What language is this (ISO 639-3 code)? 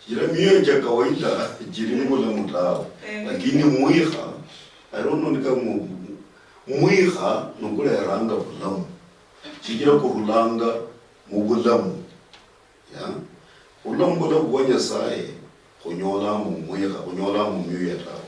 luy